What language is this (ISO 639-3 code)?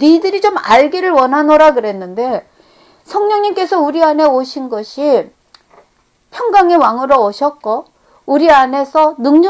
kor